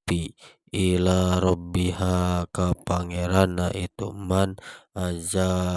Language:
Sundanese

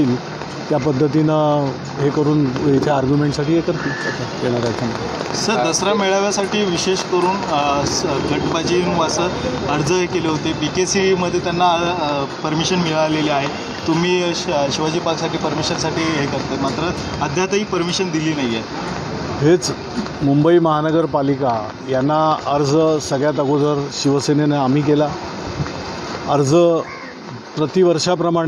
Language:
Marathi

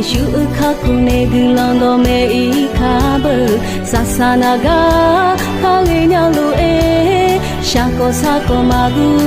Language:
Akha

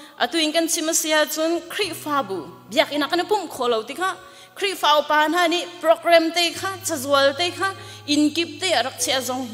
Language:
Hakha Chin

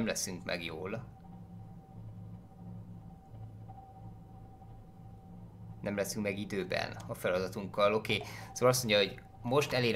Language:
Hungarian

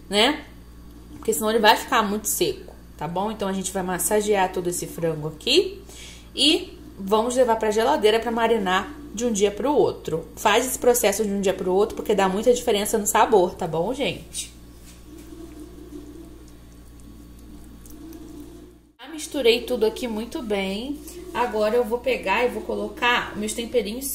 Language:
Portuguese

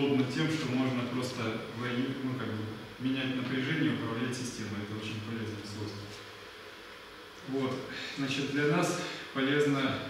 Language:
Russian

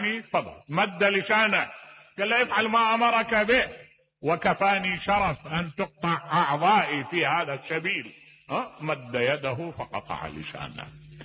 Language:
Mesopotamian Arabic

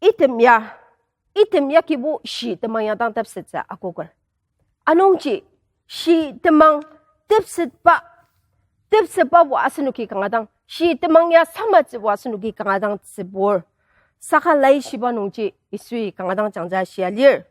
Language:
Ao Naga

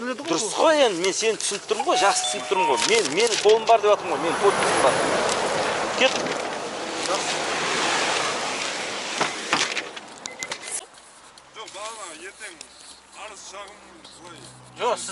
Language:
Kazakh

